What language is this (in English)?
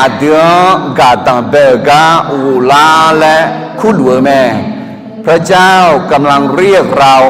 Akha